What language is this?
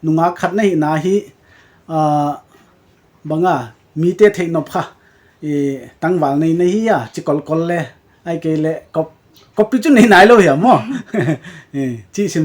Paite Chin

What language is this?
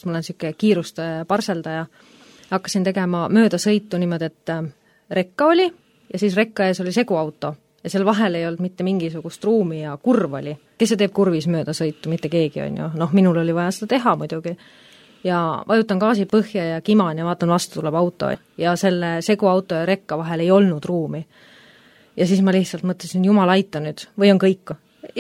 Estonian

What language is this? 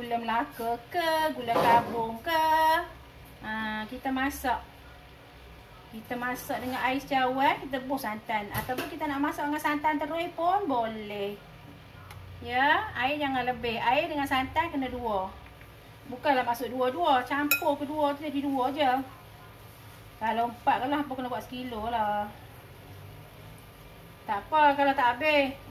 Malay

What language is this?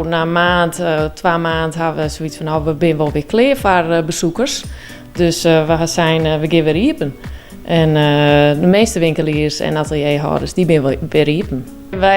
Western Frisian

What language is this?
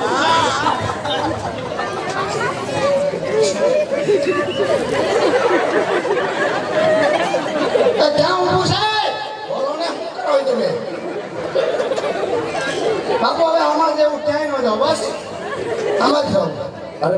Gujarati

